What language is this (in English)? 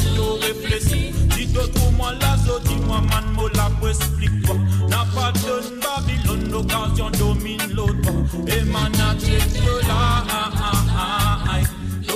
Morisyen